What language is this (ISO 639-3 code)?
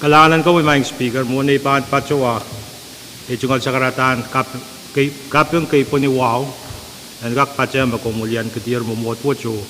pon